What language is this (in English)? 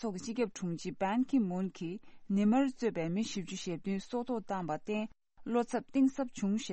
Tibetan